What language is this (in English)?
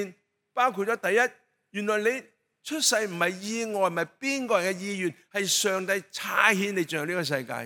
Cantonese